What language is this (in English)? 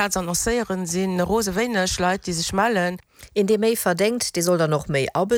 Luxembourgish